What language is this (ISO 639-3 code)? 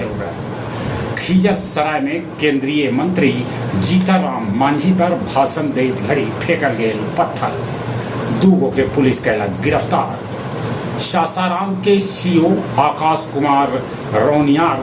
mag